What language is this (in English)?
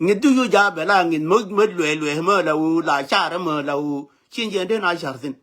Nuer